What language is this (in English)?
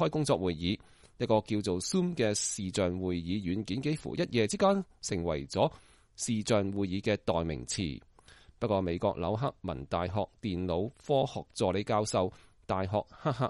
Cantonese